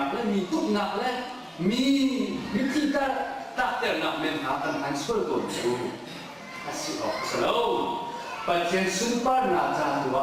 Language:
Hakha Chin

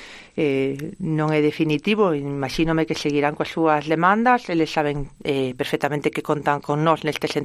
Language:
Galician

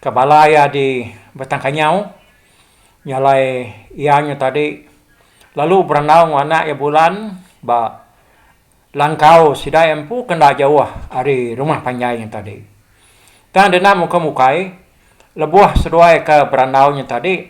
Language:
Iban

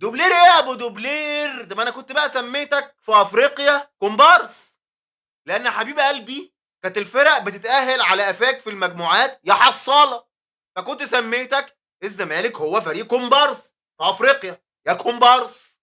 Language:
Egyptian Arabic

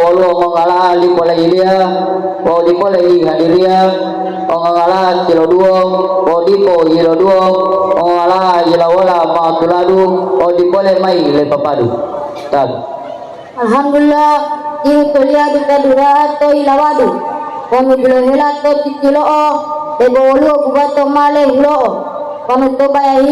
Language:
Gorontalo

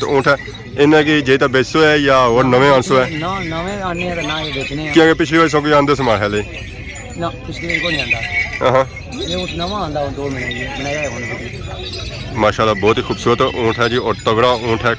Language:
Pahari-Potwari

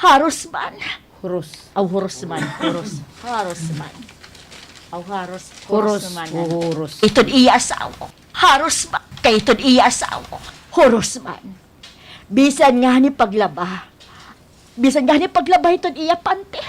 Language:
Waray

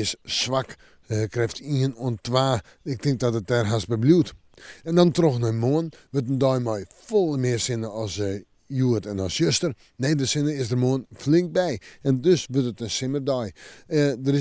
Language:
Western Frisian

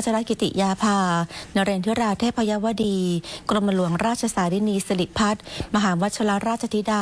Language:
Thai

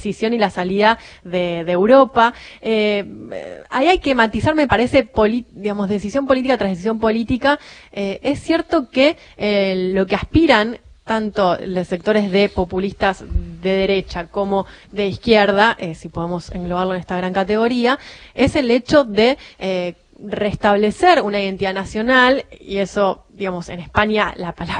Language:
Spanish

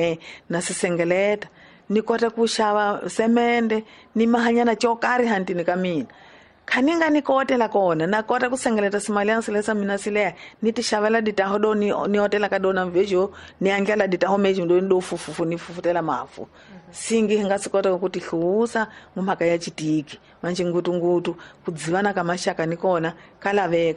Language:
Tsonga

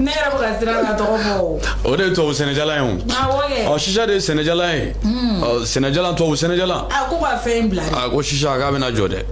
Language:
Bambara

